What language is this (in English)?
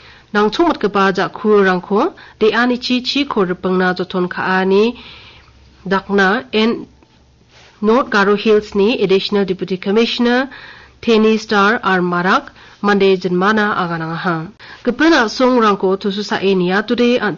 Garo